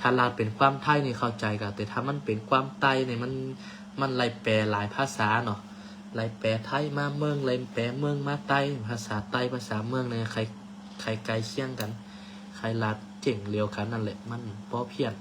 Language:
Shan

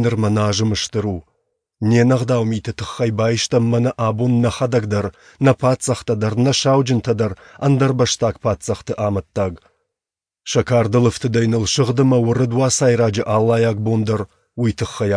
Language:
Ossetic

